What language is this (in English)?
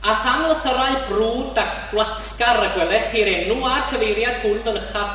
Welsh